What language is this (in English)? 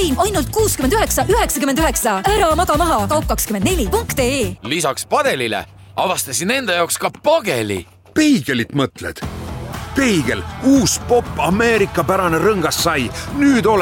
Estonian